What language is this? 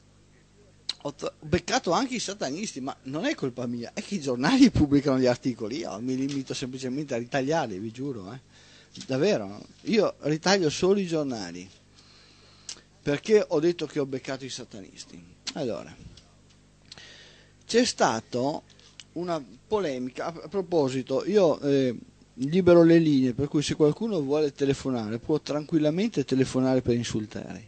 Italian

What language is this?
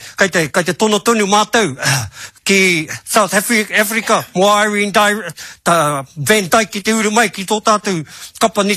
Māori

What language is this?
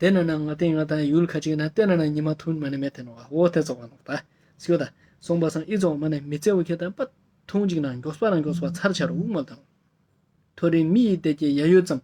Ladakhi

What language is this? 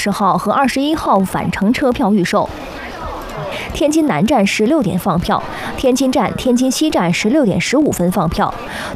Chinese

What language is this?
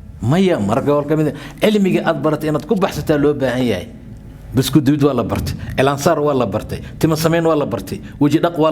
Somali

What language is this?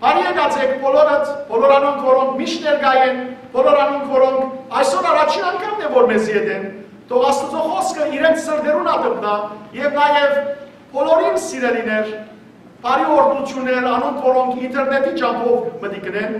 Western Armenian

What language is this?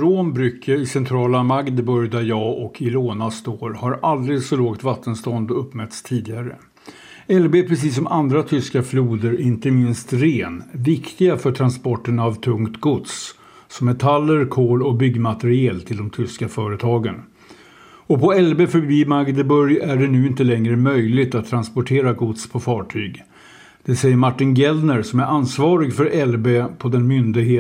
Swedish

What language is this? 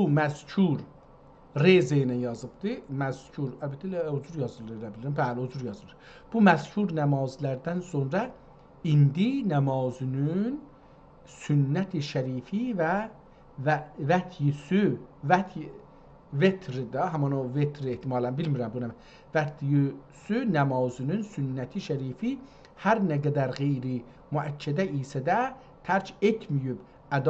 South Azerbaijani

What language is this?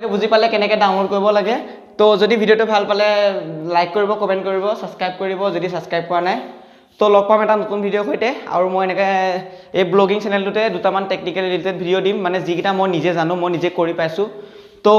Assamese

